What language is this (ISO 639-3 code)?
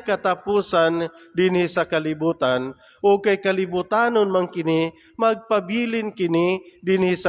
ceb